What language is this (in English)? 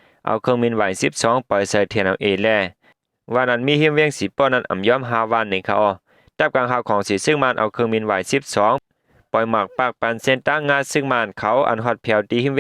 Shan